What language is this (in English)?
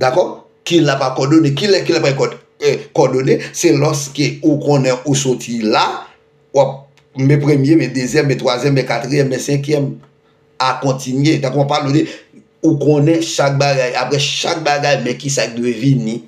Haitian Creole